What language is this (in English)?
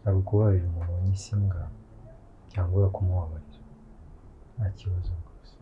Kinyarwanda